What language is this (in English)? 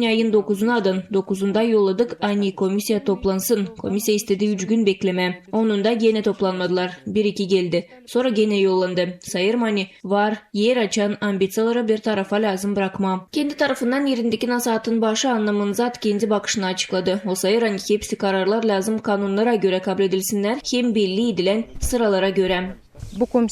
Gagauz